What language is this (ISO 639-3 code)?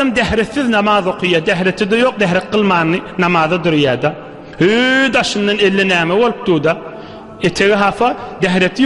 tuk